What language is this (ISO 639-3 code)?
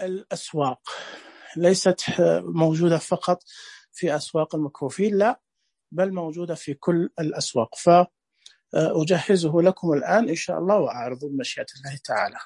ars